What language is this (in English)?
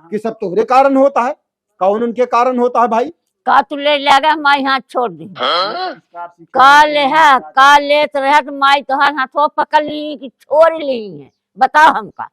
Awadhi